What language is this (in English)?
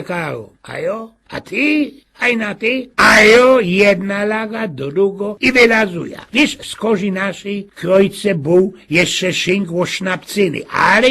Silesian